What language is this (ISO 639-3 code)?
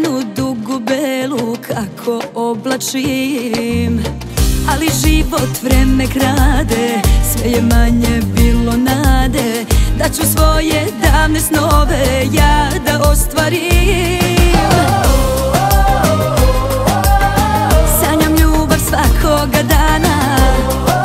srp